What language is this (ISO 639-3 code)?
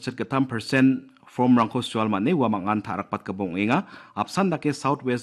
kha